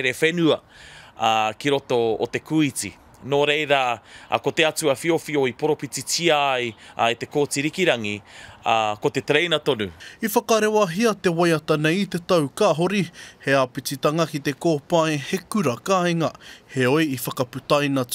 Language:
Māori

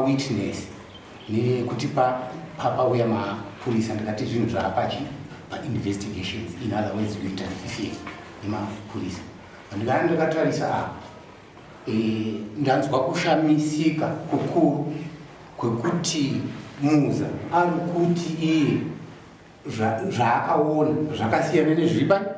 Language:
Shona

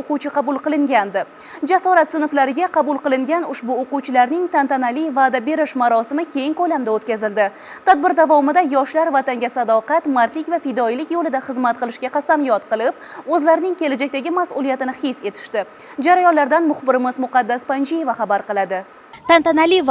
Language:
Uzbek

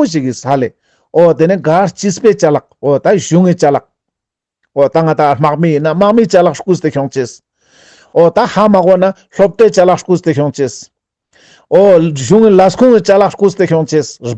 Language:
Ladakhi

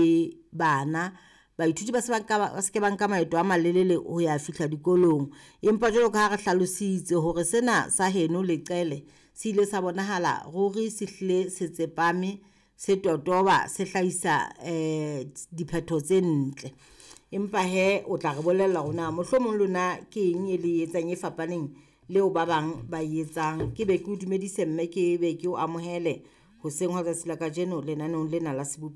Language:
Southern Sotho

